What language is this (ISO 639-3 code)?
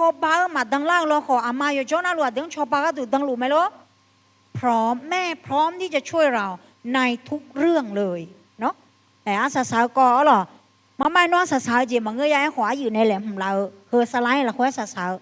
ahk